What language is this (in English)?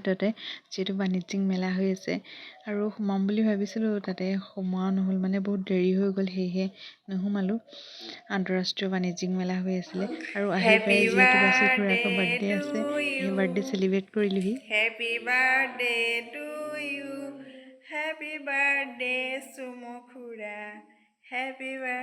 Assamese